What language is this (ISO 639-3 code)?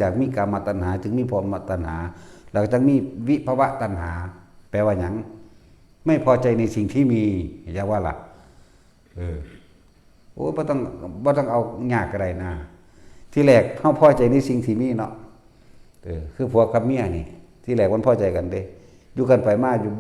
tts